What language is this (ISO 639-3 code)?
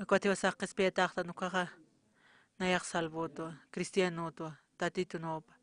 aym